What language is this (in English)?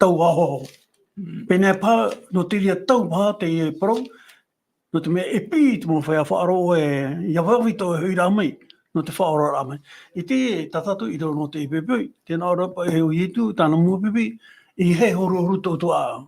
Tahitian